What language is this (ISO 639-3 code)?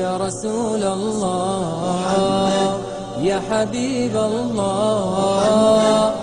inh